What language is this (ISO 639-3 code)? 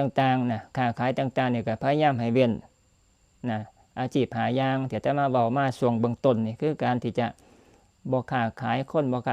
tts